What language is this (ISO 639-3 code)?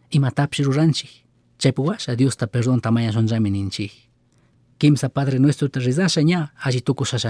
qug